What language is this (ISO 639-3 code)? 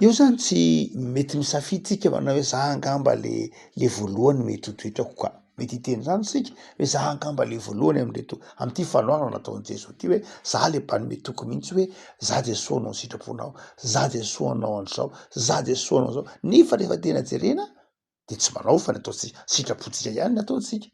mlg